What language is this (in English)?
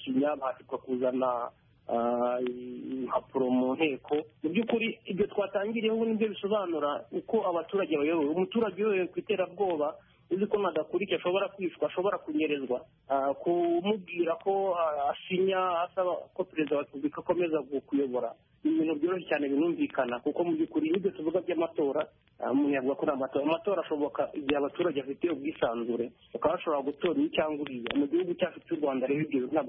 Kinyarwanda